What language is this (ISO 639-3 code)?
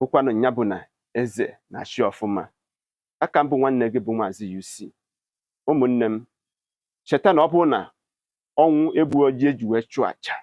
ibo